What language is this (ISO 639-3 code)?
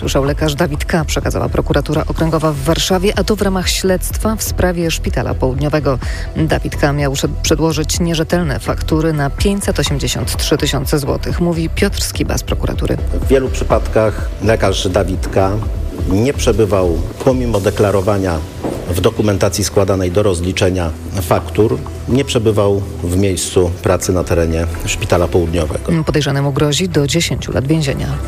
pol